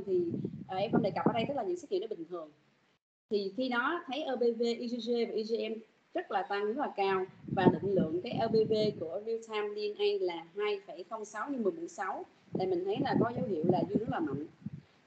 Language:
Vietnamese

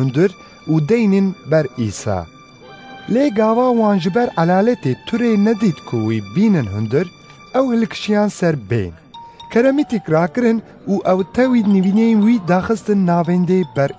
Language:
Kurdish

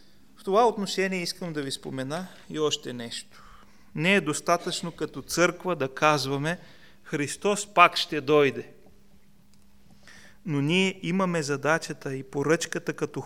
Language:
Bulgarian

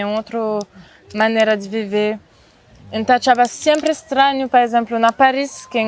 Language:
Kabuverdianu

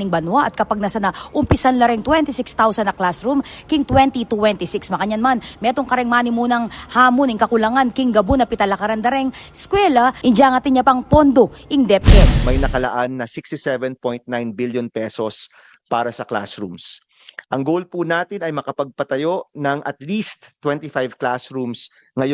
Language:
Pampanga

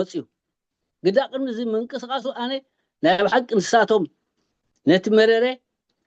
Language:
Tigrinya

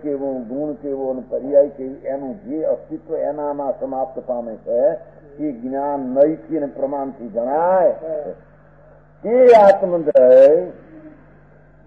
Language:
Gujarati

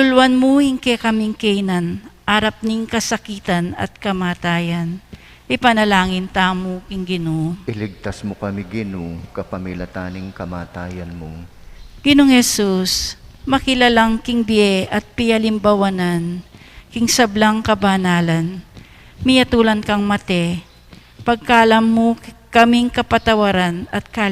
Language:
Pampanga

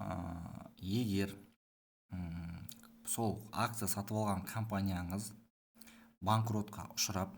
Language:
Kazakh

